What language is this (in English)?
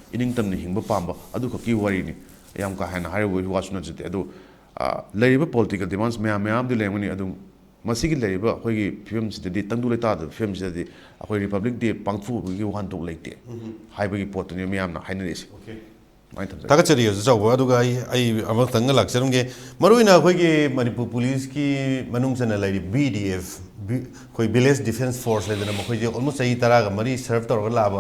Manipuri